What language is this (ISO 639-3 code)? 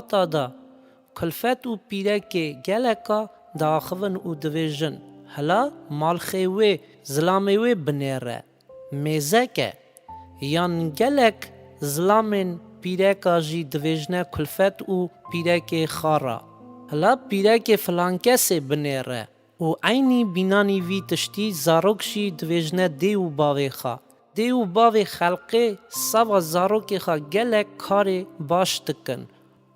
kur